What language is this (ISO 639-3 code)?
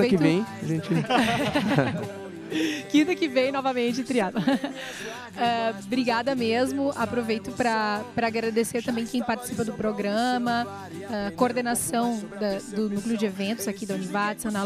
por